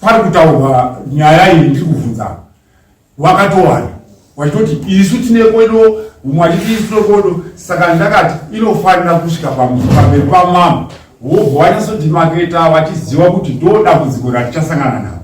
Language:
Shona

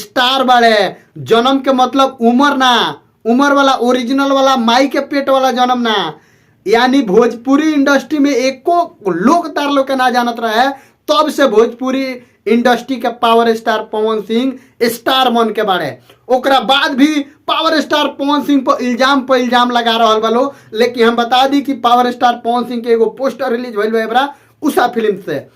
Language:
Bhojpuri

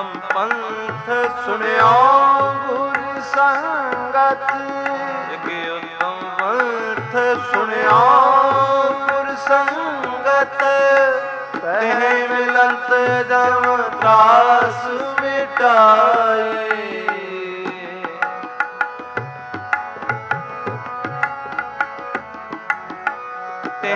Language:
Punjabi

